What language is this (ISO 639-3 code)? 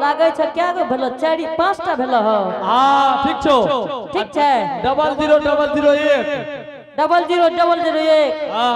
anp